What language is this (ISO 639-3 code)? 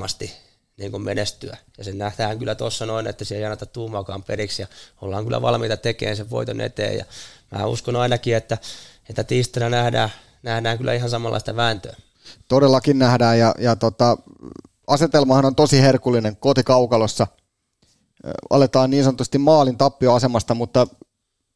fin